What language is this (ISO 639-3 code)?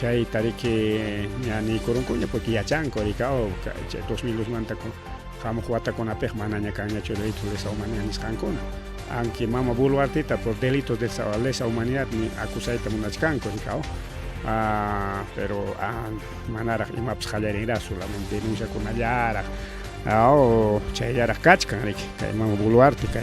quy